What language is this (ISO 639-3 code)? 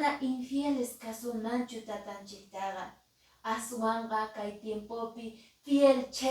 que